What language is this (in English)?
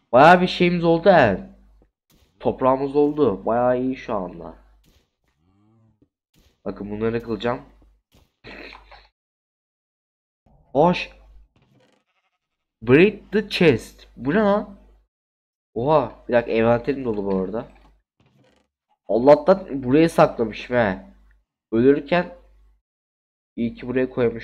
Turkish